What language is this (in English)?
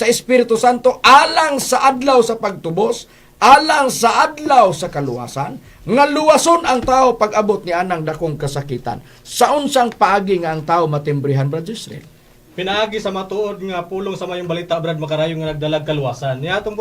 Cebuano